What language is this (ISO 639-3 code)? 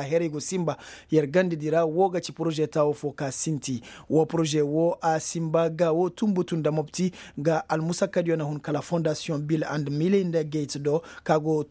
ses